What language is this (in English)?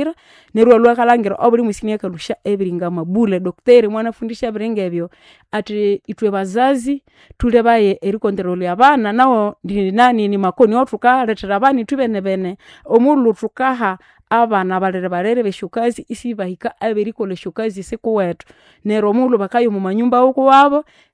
Nande